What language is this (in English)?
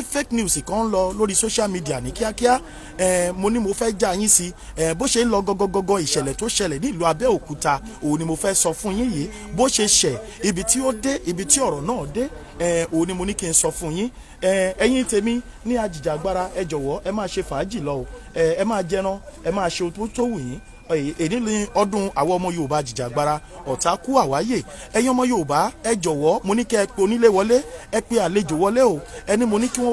Yoruba